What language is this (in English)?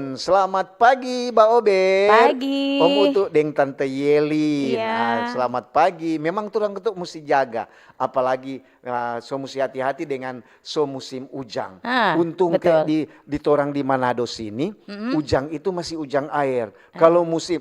Manado Malay